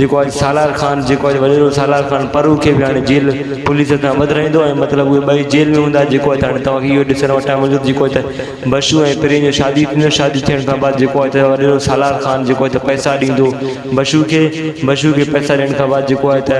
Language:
Sindhi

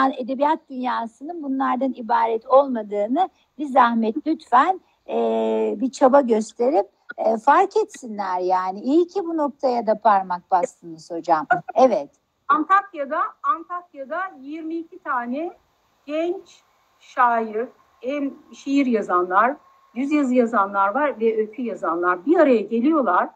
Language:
Turkish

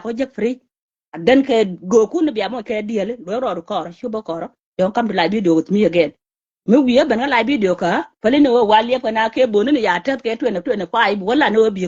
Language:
Nuer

